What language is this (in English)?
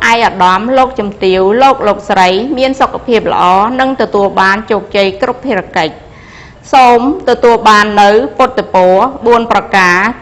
Khmer